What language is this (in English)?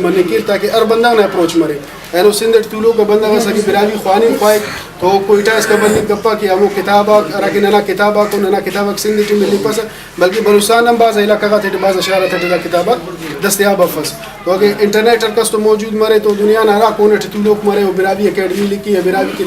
Brahui